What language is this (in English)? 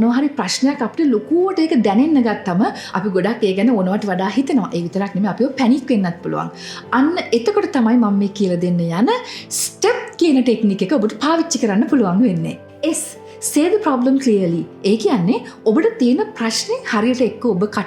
Sinhala